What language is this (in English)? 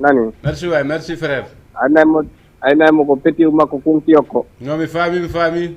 Fula